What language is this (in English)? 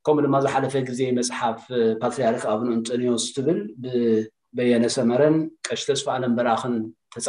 Tigrinya